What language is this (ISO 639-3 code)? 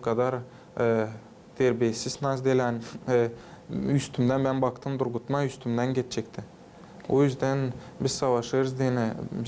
gag